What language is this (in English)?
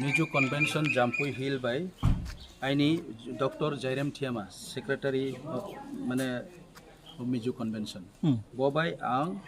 Riang (India)